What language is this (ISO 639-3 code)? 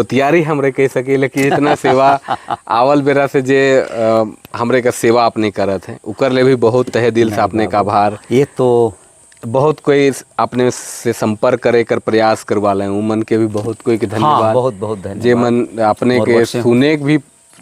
sck